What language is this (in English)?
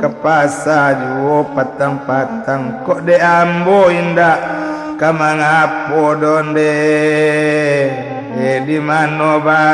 Minangkabau